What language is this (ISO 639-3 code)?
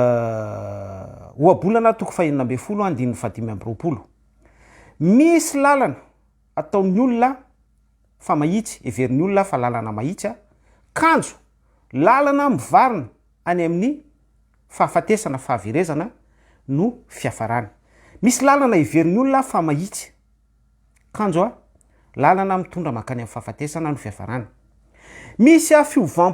mlg